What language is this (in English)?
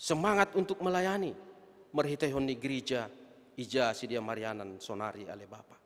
Batak Simalungun